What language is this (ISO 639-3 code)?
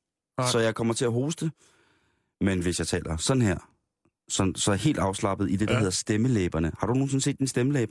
dan